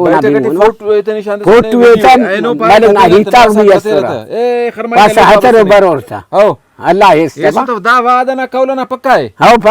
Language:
Brahui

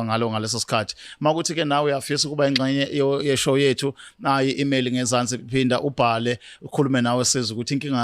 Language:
Zulu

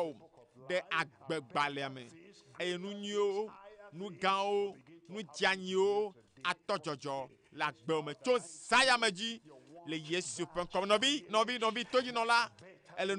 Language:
Ewe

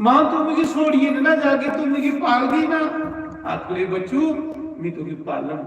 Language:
Dogri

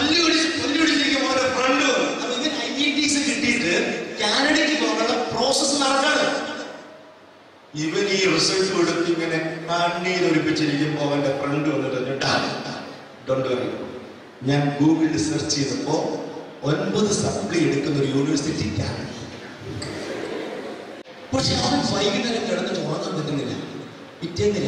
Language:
Malayalam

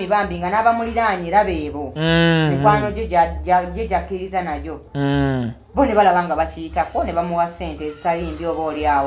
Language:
Ganda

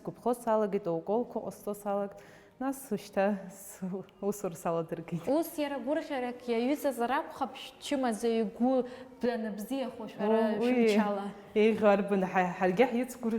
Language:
Abkhazian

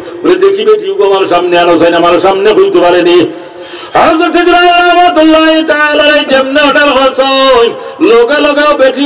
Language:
Sylheti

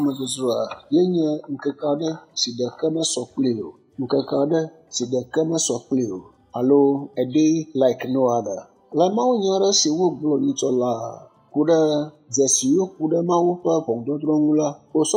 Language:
Ewe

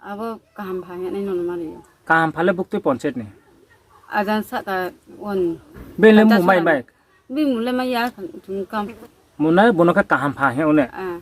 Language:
Riang (India)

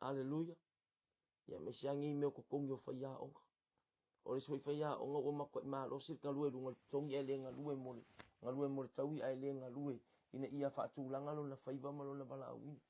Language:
Samoan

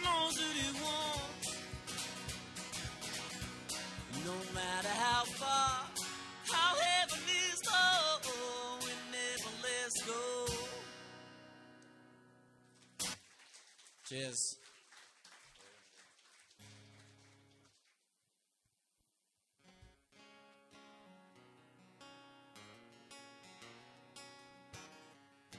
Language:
English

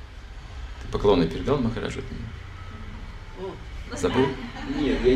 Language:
Russian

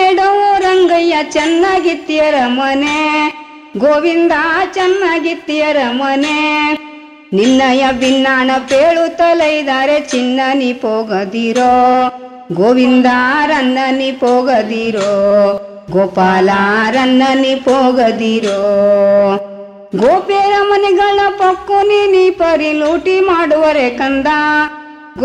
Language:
Kannada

